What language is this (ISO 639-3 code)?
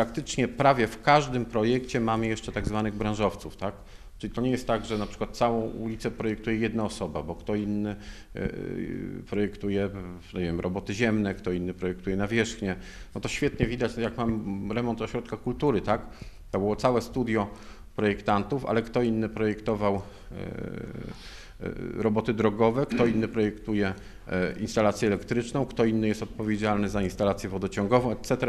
pol